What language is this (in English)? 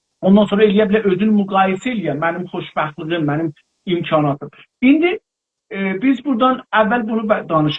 South Azerbaijani